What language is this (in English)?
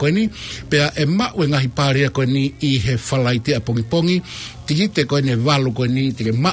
Tongan